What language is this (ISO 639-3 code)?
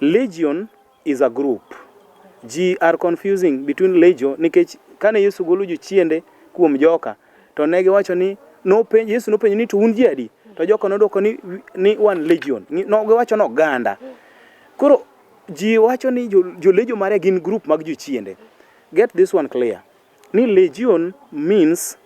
luo